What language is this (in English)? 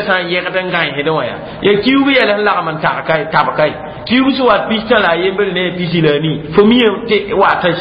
Mossi